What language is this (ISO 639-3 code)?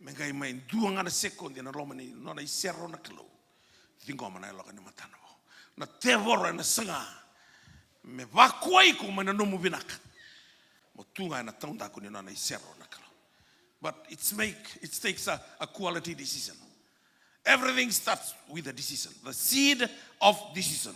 fij